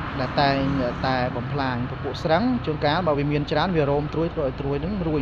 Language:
Khmer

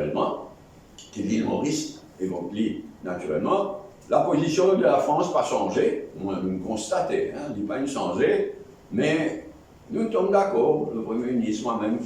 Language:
Morisyen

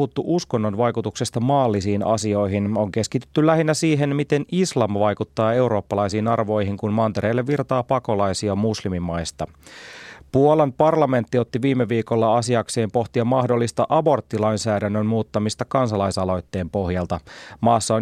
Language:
Finnish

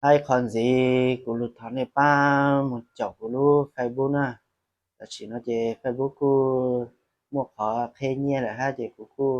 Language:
Hmong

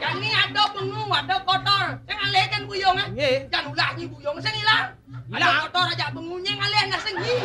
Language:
Balinese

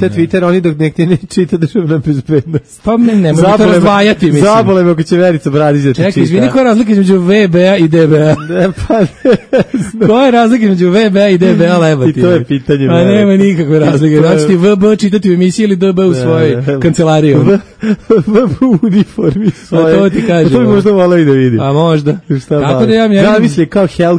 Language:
Serbian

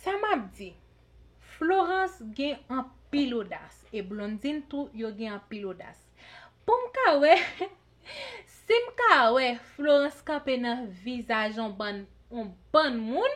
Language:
Haitian Creole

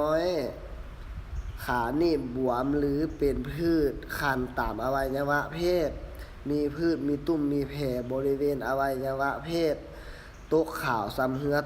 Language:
Lao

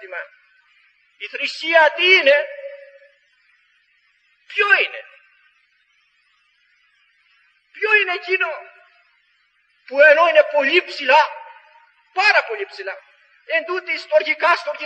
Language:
Greek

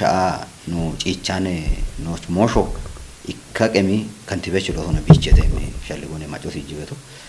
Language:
Kafa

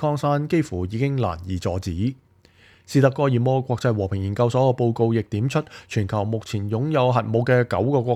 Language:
Cantonese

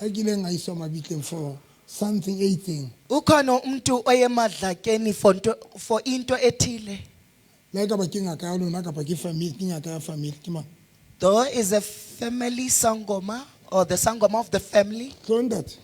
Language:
Southern Sotho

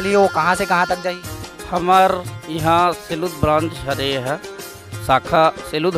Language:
Chhattisgarhi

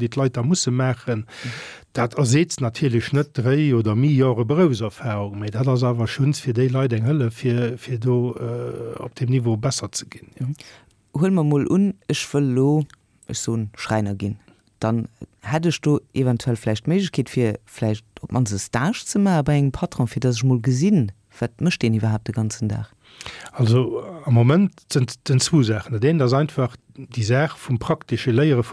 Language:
Luxembourgish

